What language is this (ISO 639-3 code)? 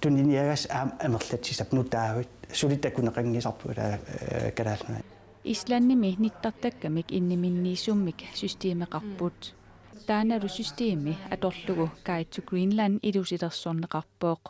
kal